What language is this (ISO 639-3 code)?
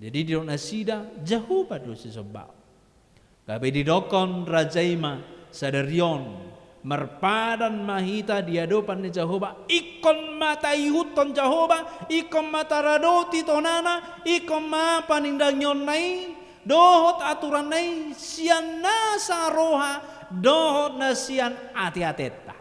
bbc